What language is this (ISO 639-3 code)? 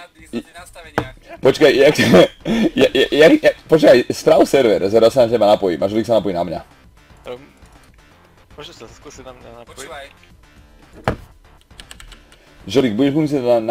slk